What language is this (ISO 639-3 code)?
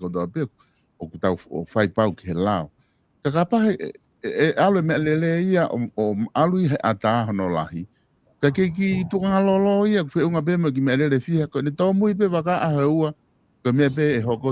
ton